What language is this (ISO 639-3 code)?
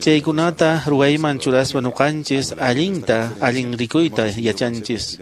que